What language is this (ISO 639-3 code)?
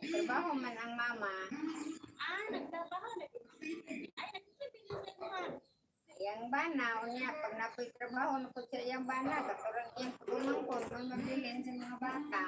ceb